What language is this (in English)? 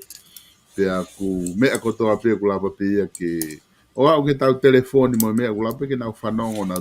Tongan